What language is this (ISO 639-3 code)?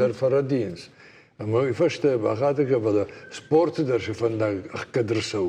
oss